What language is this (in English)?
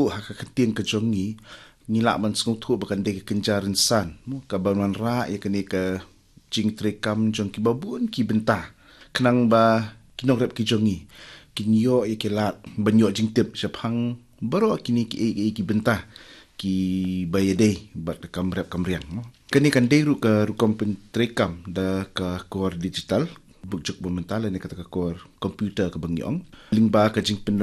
Khasi